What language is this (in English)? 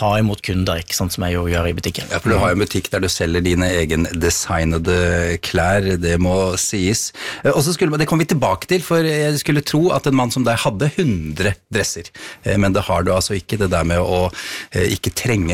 Norwegian